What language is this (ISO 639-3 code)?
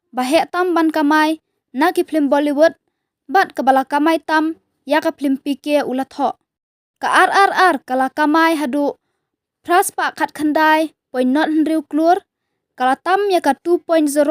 kha